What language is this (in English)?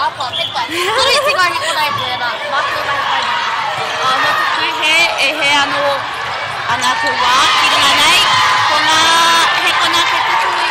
Māori